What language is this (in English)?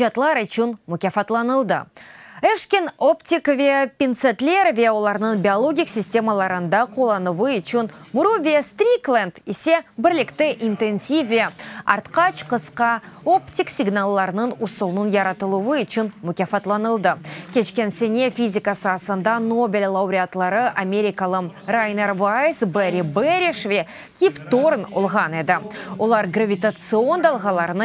Crimean Tatar